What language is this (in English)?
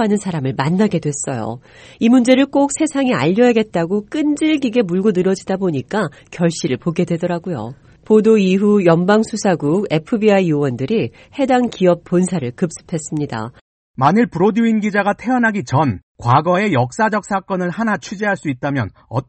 Korean